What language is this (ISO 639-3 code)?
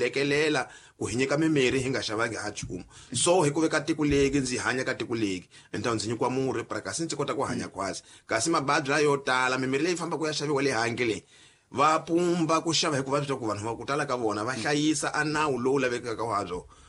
tso